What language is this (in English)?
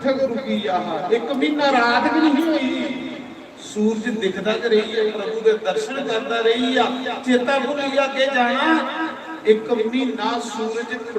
Dogri